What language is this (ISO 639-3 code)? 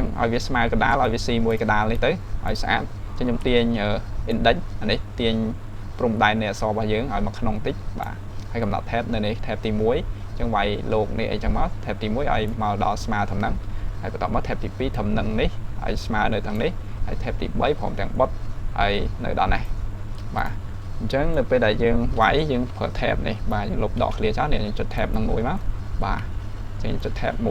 khm